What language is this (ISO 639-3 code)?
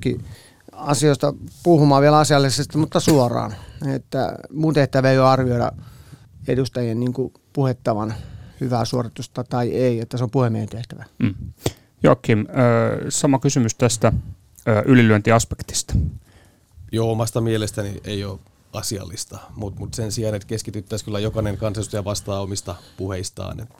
fin